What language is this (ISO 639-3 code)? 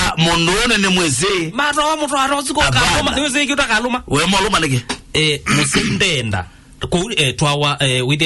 kam